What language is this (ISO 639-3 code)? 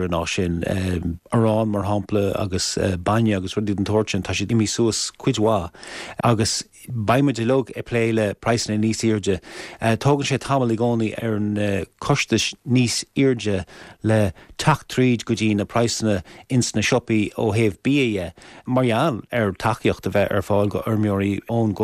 gle